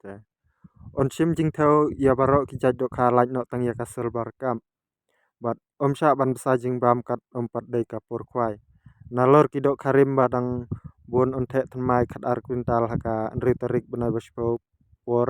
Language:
Khasi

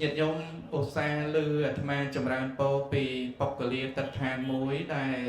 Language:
Khmer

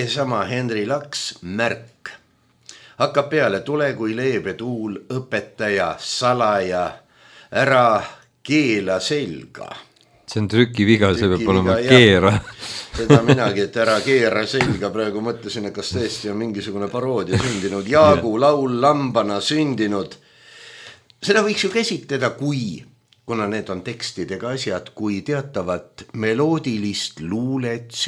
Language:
Estonian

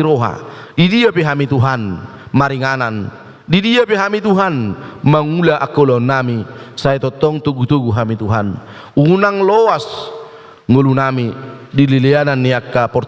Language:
Batak Toba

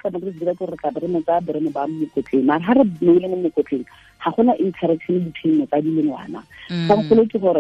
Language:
Tswana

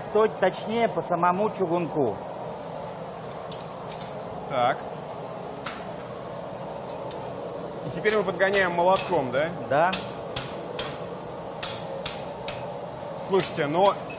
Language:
Russian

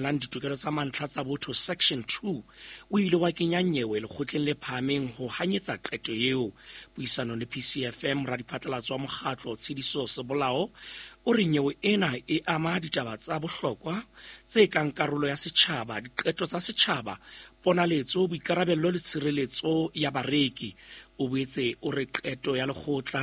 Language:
Southern Sotho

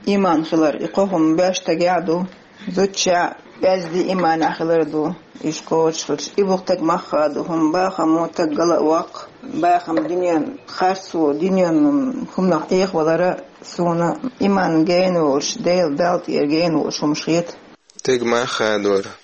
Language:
Chechen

